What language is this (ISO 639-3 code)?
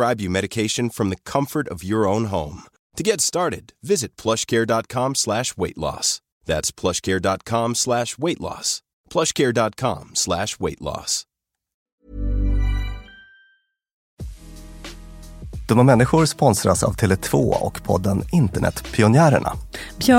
swe